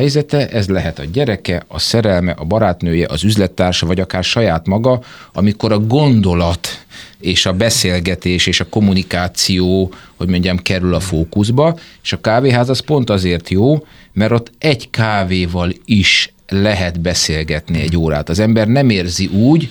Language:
Hungarian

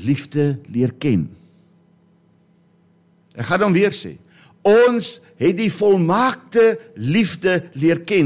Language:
Afrikaans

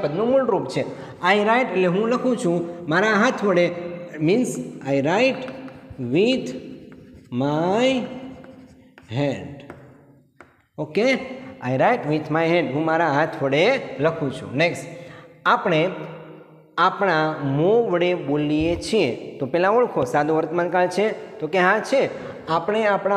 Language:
Gujarati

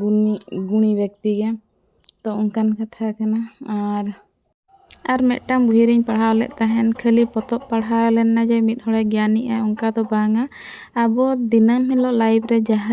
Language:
Santali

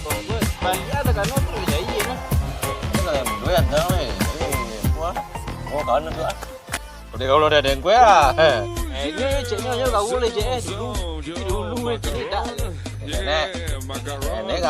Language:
Minangkabau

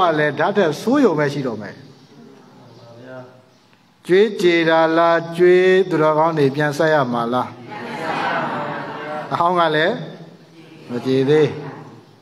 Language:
Burmese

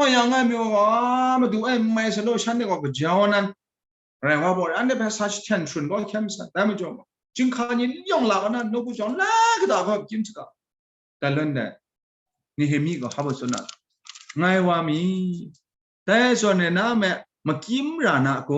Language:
Kachin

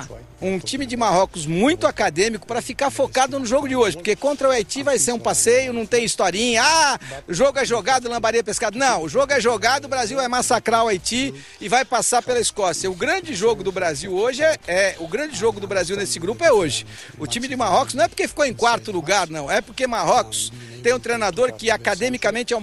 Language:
Portuguese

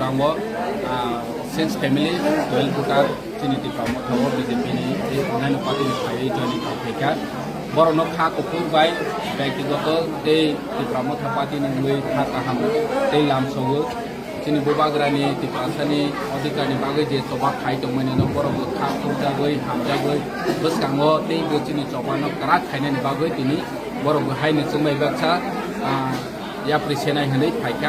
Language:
Kok Borok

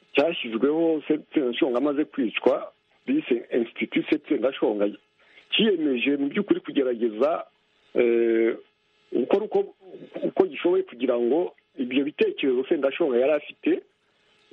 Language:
Kinyarwanda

